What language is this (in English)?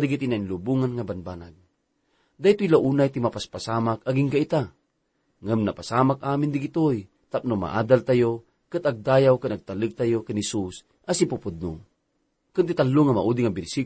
Iloko